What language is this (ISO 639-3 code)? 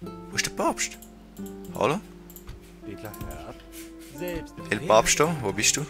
gsw